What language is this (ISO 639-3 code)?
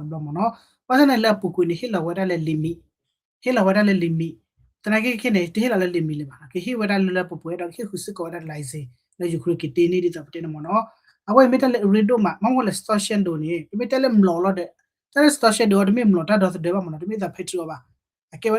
ksw